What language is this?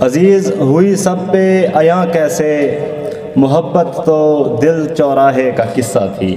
Saraiki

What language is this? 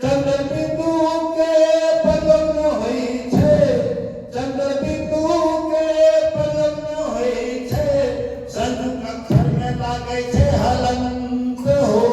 Angika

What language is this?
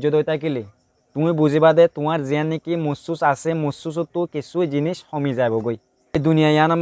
Rohingya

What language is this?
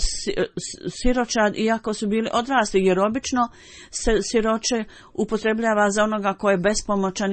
Bosnian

